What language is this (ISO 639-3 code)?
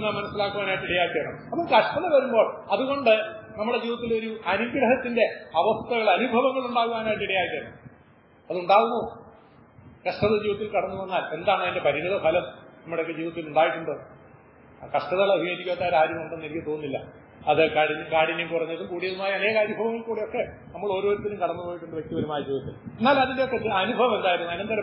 mal